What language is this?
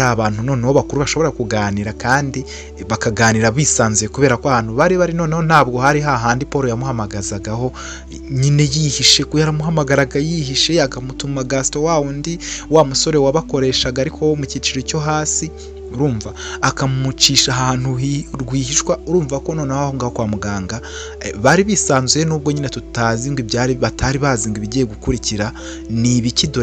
Kinyarwanda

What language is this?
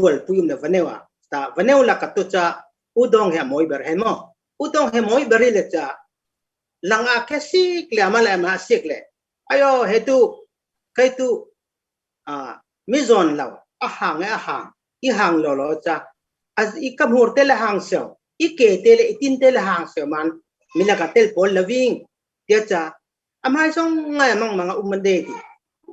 Falam Chin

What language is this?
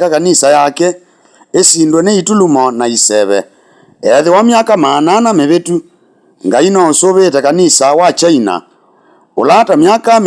Kamba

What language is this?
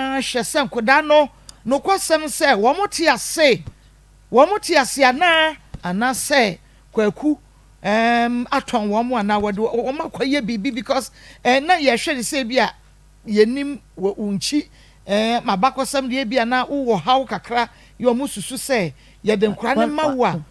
Akan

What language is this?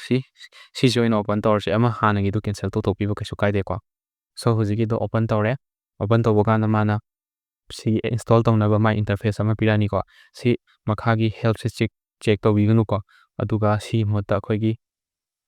Manipuri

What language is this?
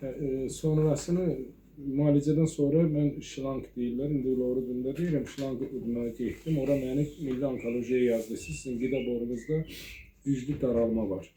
Azerbaijani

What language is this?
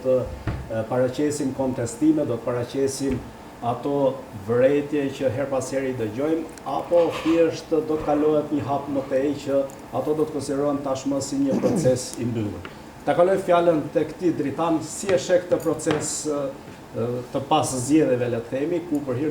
Albanian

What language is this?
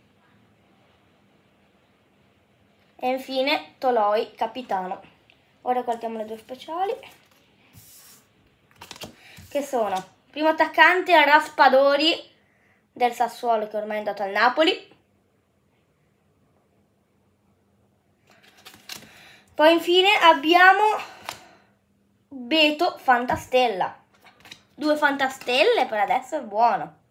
Italian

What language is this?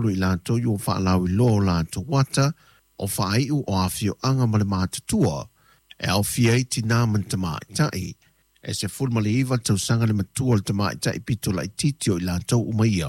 Samoan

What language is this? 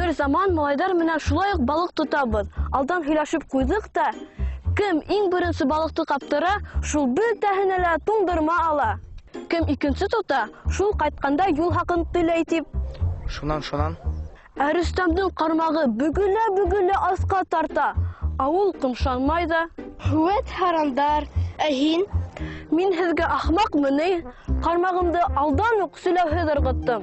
Bashkir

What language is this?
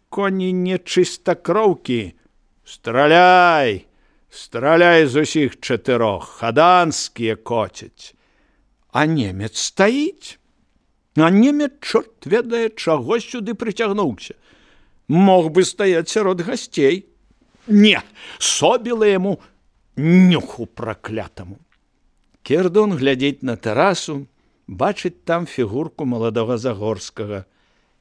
Belarusian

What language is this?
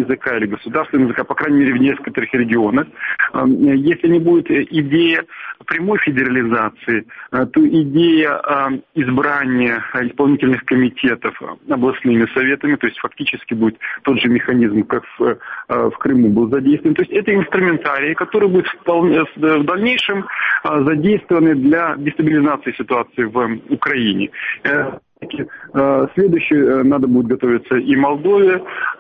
Russian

